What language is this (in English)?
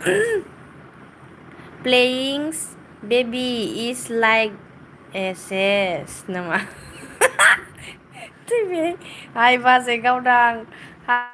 Bodo